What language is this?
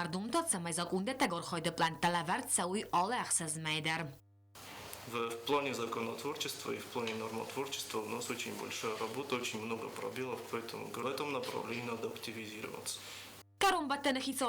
Ossetic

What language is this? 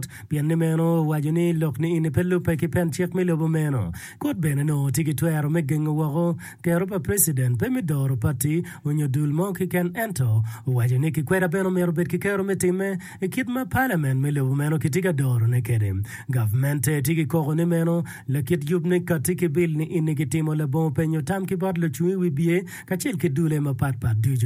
Acoli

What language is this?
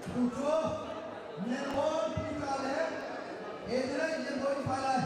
Hakha Chin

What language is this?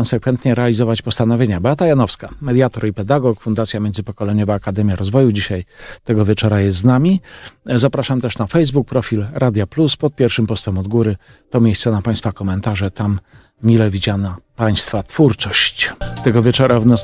Polish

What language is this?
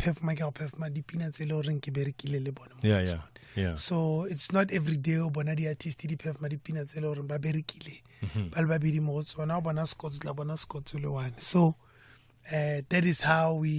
Tswana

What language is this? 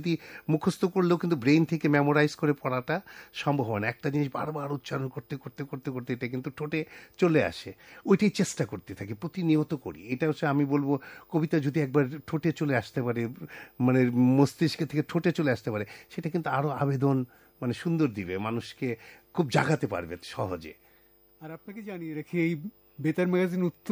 Bangla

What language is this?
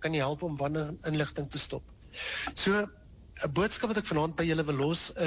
Afrikaans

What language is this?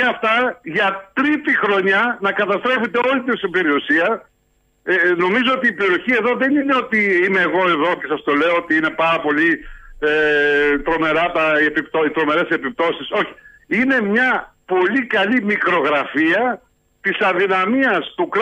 Greek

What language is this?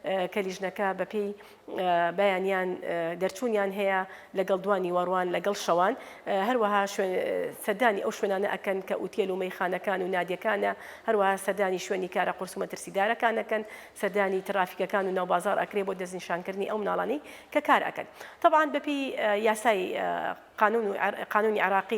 Central Kurdish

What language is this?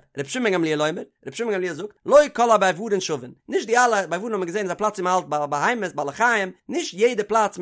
Yiddish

